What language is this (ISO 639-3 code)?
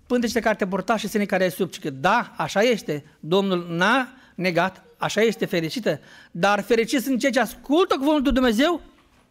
ron